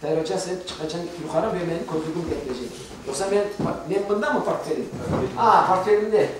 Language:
Crimean Tatar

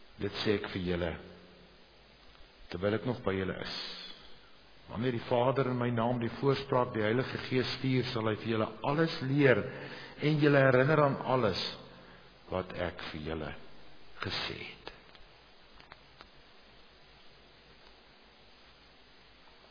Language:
Afrikaans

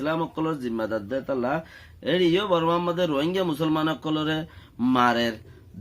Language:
Rohingya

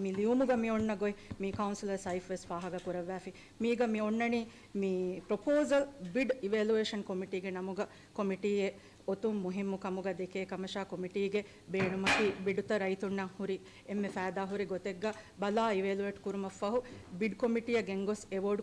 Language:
Divehi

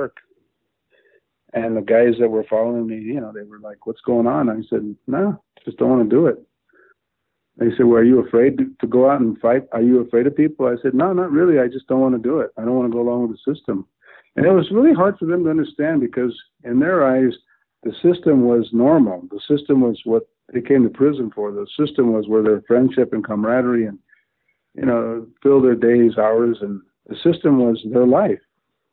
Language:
English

